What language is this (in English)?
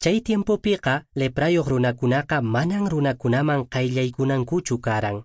Quechua